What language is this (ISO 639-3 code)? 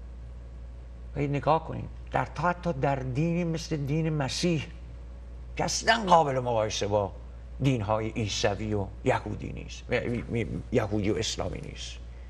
fas